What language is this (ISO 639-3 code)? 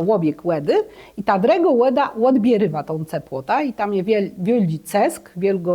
csb